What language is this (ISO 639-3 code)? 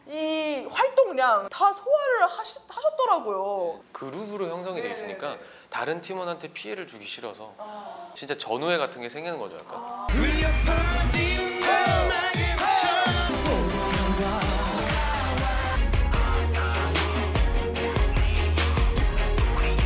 kor